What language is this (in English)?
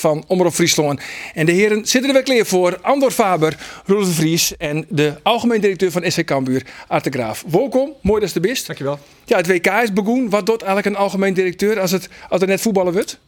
Western Frisian